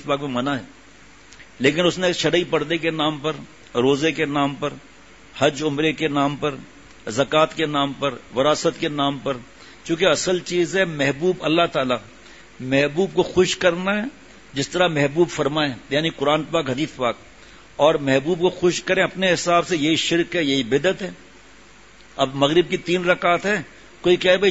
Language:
Urdu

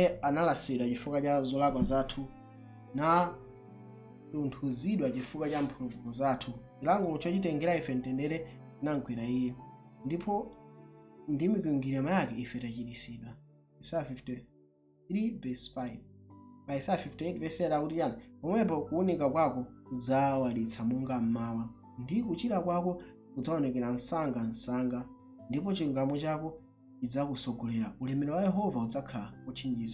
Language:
Nyanja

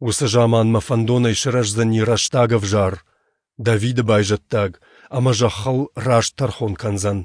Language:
Ossetic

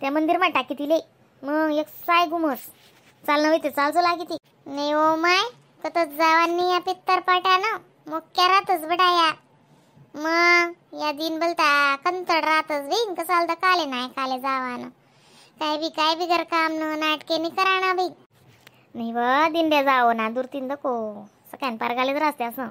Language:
Khandesi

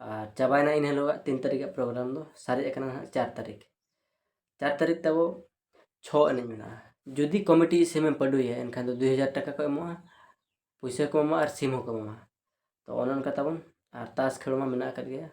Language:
Santali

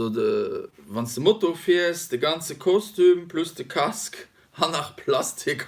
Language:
Luxembourgish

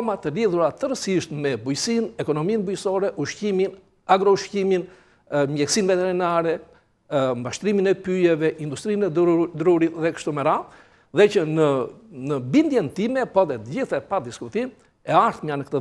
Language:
Albanian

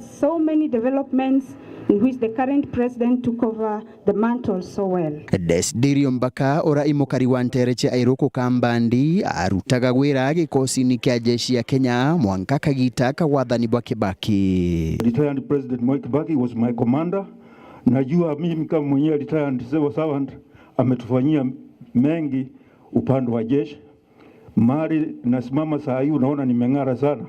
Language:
Meru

